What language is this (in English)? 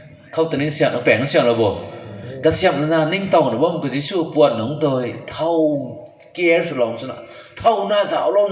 Rongmei Naga